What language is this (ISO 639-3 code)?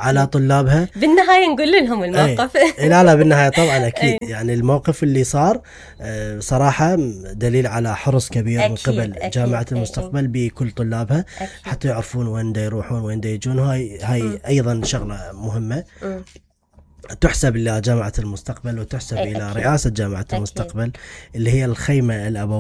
acm